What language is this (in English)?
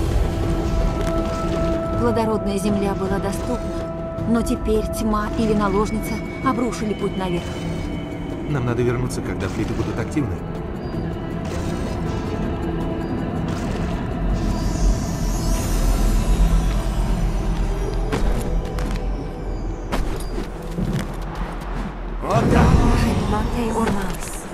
Russian